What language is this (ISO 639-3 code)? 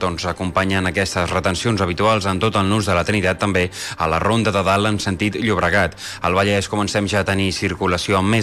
cat